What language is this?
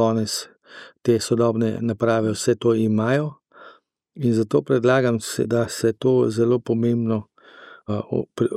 Slovenian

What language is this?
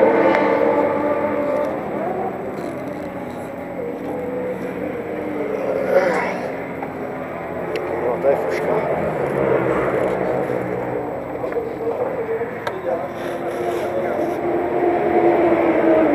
Czech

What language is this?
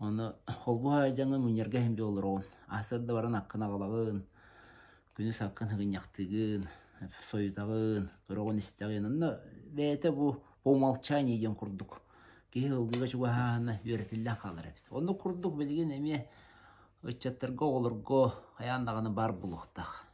Yakut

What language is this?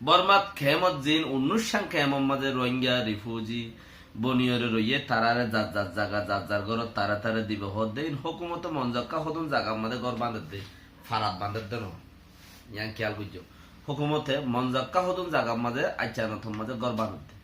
Rohingya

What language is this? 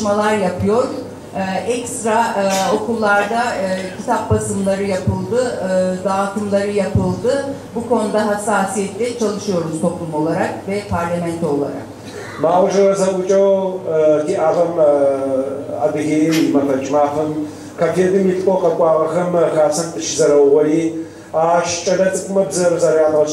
Adyghe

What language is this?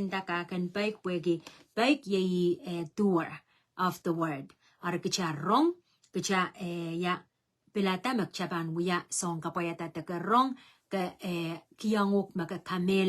Pohnpeian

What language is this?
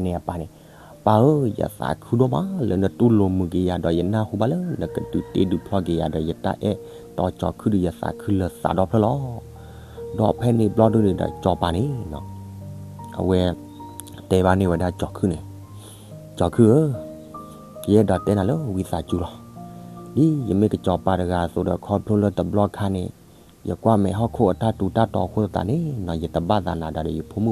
S'gaw Karen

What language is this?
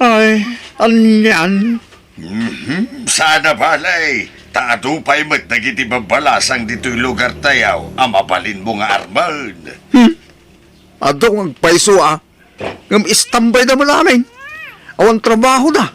Iloko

